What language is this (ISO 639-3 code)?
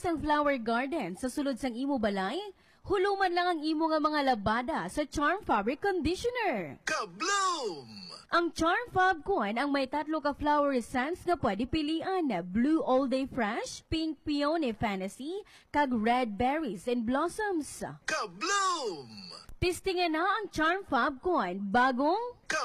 hil